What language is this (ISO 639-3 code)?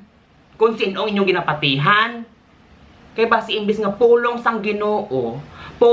hil